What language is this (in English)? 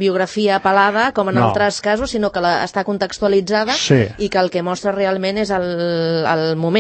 Catalan